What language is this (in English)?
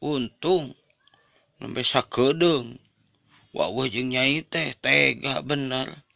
Sundanese